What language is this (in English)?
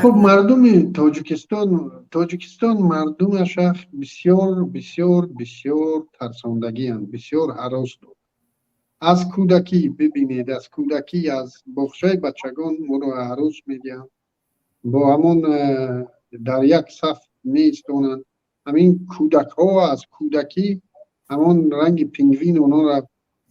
Tajik